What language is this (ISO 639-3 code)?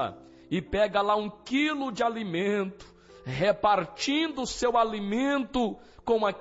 por